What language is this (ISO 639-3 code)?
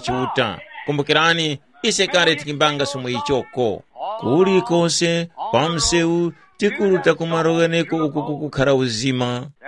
tum